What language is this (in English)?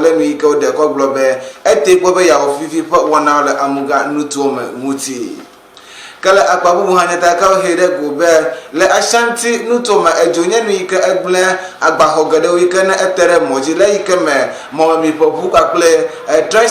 Ewe